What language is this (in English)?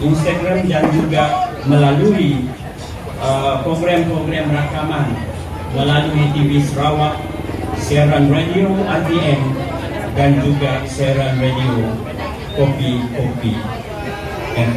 Iban